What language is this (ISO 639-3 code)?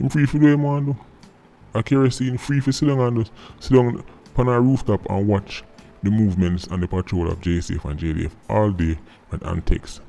jam